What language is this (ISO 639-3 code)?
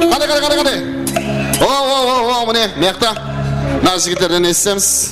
kaa